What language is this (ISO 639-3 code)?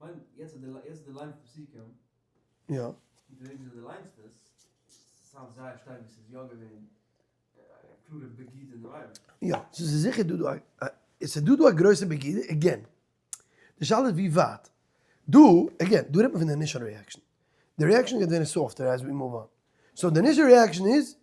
yid